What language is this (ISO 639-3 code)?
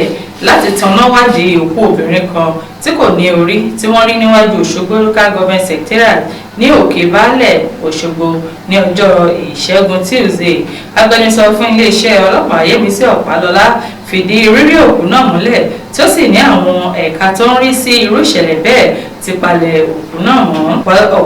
yor